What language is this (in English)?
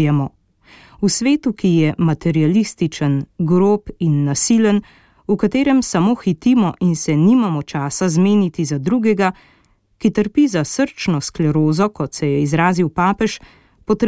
Slovenian